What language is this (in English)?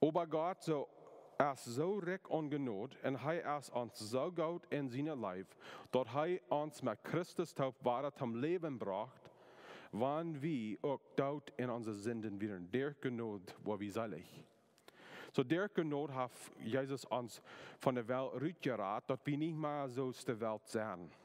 Plautdietsch